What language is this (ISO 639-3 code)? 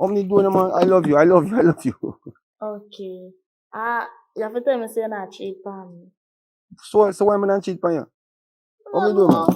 jam